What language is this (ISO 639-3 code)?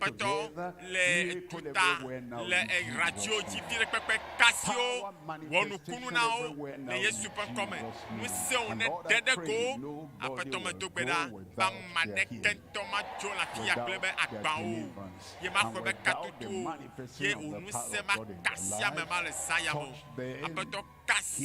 ewe